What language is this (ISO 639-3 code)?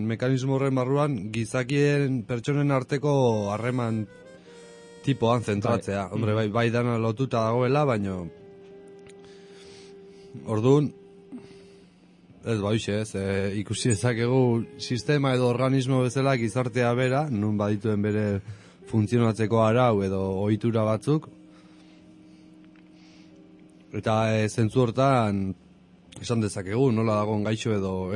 eus